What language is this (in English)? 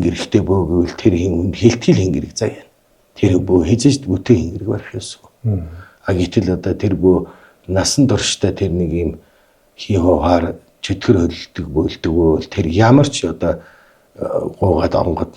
Mongolian